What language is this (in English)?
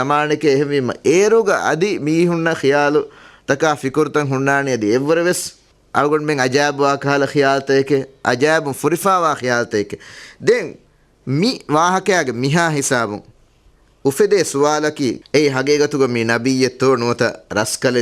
Divehi